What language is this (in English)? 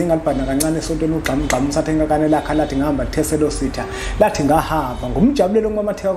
Zulu